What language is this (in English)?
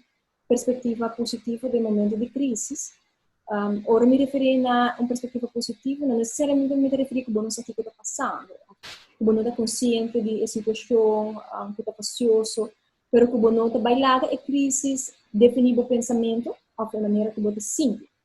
Papiamento